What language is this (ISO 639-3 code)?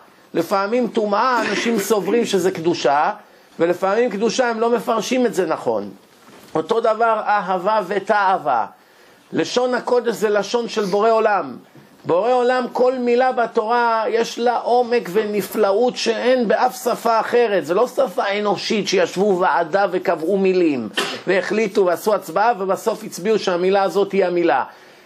heb